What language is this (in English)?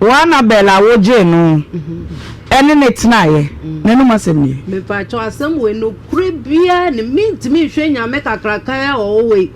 Akan